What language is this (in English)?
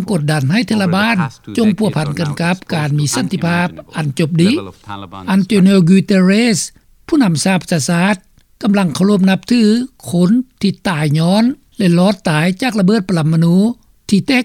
Lao